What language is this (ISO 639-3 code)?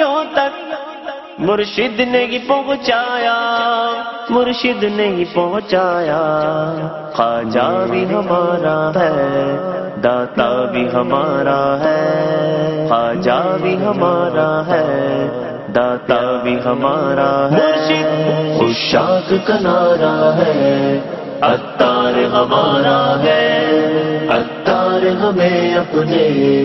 urd